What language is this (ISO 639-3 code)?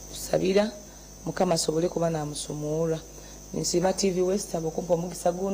nyn